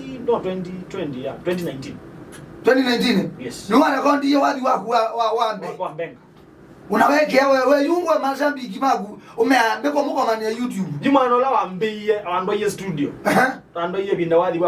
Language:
Kamba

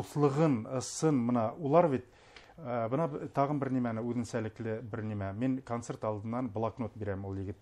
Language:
Bashkir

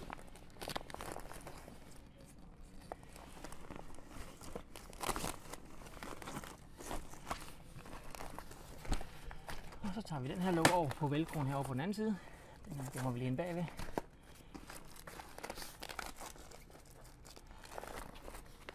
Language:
Danish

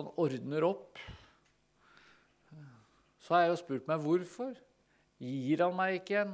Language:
Norwegian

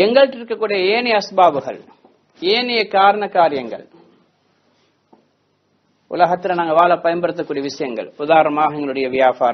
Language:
Tamil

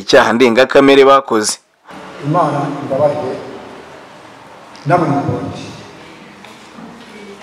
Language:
Kinyarwanda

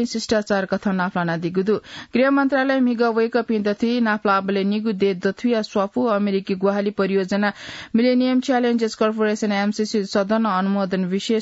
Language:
Newari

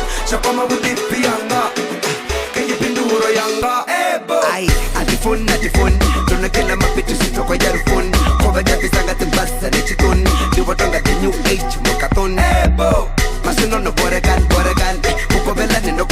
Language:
Venda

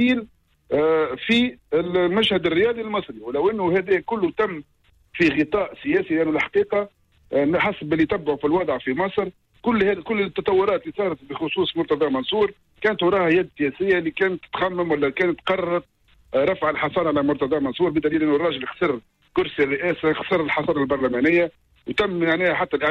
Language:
Tunisian Arabic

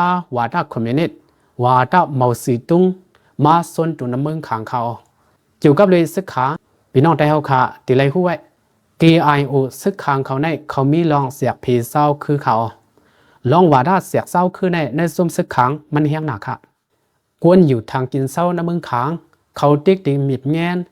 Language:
Lao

